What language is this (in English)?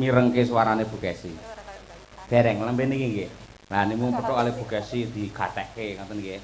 Javanese